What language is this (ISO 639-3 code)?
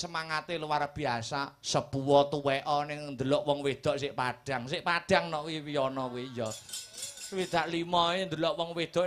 jav